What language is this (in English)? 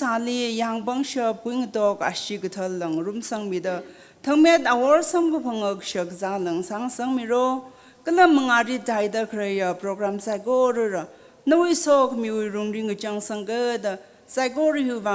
Tangkhul Naga (India)